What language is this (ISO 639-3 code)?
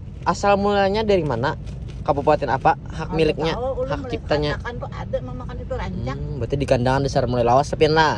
bjn